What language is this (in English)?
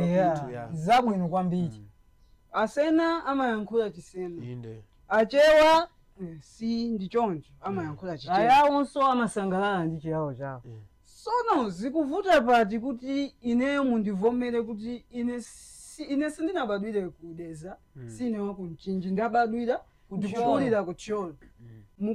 Nyanja